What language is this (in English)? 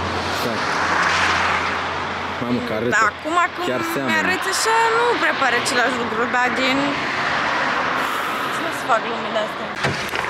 Romanian